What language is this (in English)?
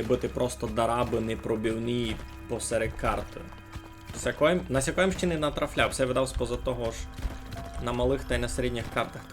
Rusyn